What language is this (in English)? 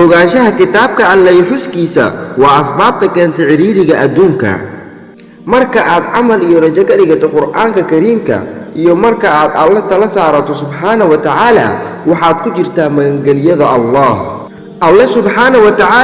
Somali